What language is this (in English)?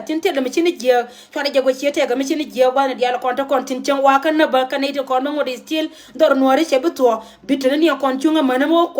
Nuer